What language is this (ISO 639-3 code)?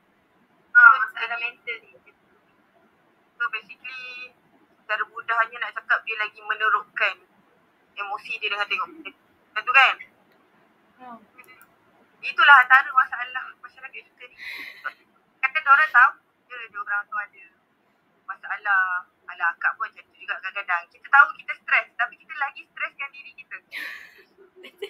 msa